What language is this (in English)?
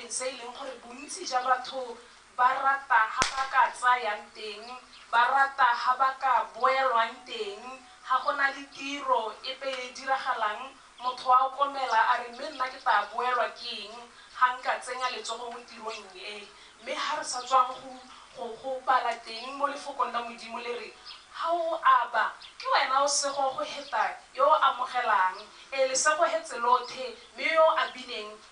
Tswana